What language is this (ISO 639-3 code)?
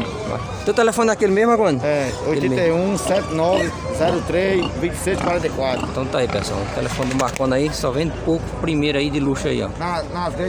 por